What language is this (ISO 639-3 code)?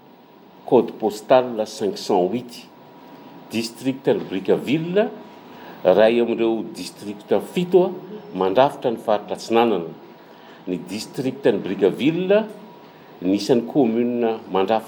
mlg